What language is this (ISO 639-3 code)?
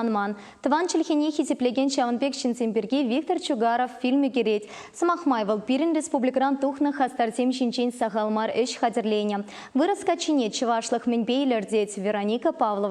chv